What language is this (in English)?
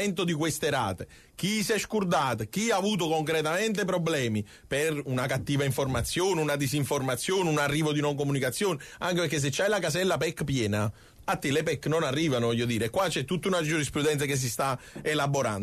Italian